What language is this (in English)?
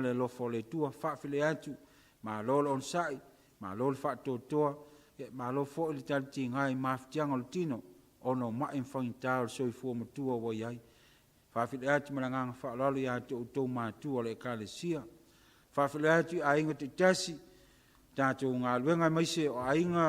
Samoan